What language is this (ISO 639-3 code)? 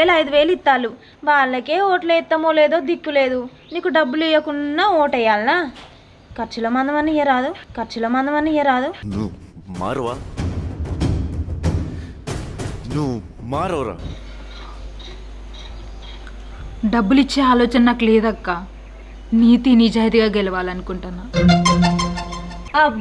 tel